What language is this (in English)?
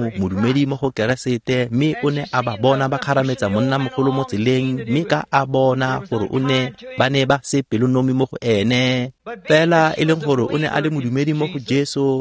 Tswana